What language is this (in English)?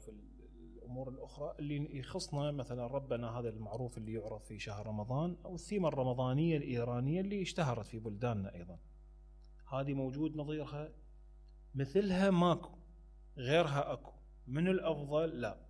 Mesopotamian Arabic